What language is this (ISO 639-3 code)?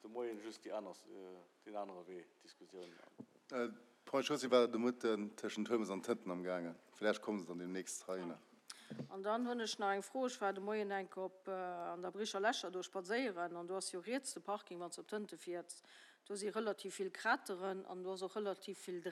ltz